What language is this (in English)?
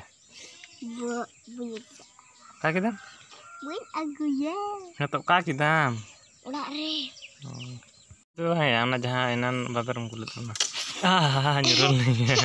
Santali